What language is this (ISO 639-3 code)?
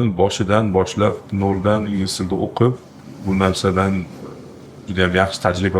uzb